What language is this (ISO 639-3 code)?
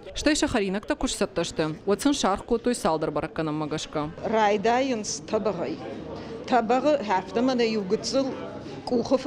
oss